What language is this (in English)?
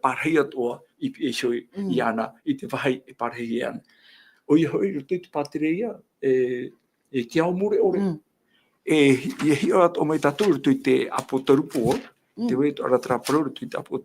Tahitian